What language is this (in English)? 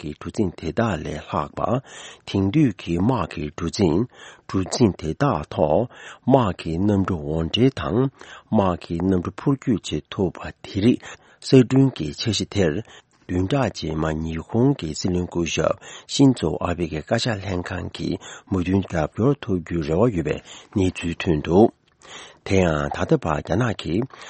Tibetan